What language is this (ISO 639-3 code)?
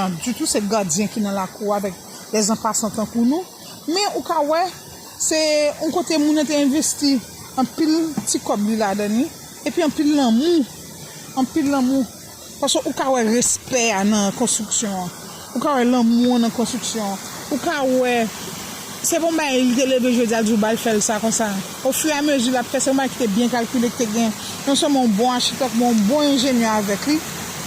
hat